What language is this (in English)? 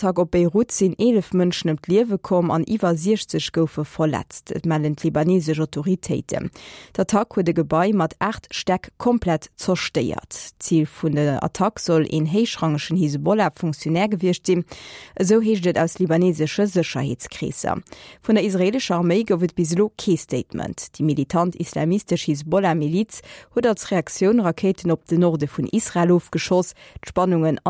Luxembourgish